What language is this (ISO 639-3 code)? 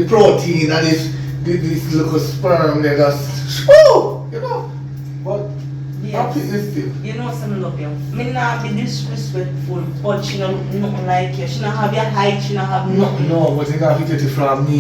jam